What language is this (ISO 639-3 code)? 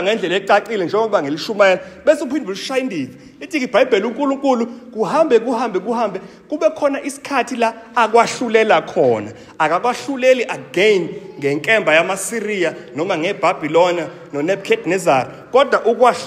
zul